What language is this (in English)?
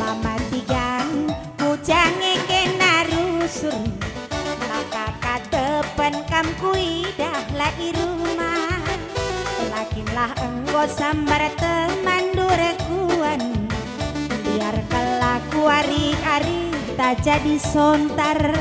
Batak Karo